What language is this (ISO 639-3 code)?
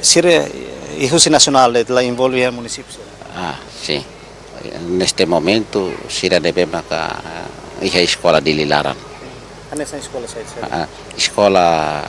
tet